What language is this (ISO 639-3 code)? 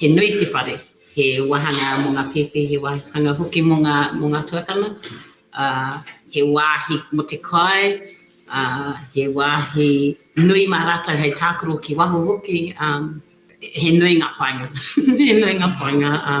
mri